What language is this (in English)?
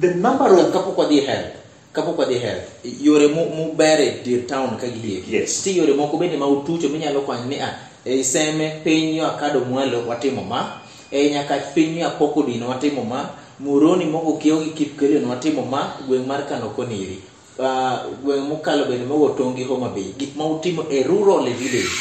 Luo (Kenya and Tanzania)